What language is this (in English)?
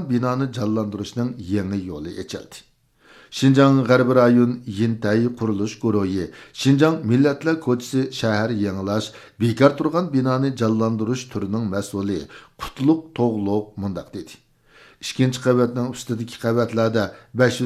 Uyghur